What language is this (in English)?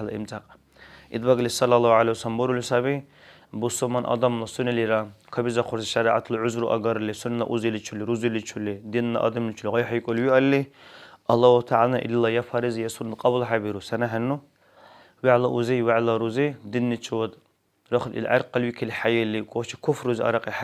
Dargwa